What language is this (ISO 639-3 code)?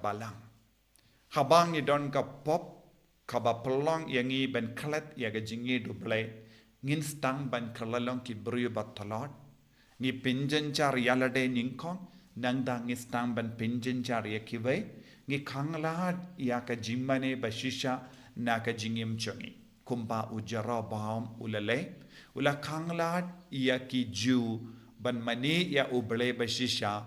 kha